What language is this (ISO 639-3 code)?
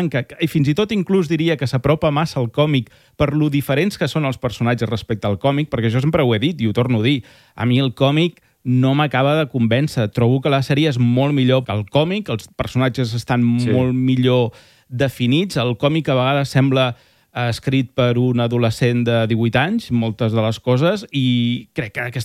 cat